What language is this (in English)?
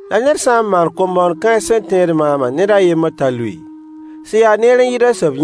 Mossi